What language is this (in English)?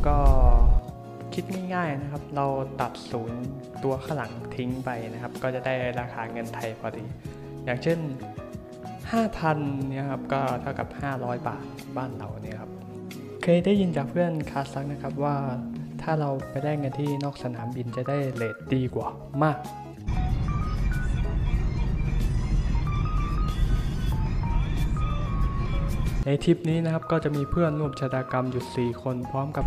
Thai